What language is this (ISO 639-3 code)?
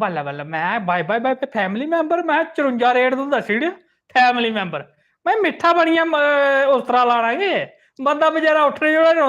doi